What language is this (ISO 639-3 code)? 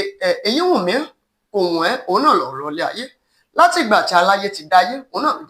yor